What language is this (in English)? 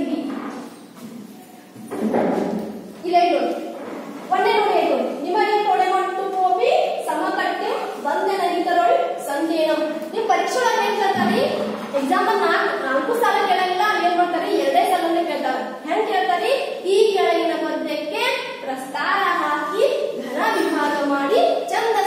Kannada